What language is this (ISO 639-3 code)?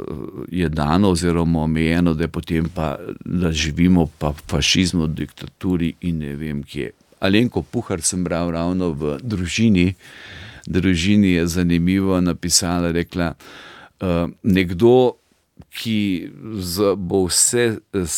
slv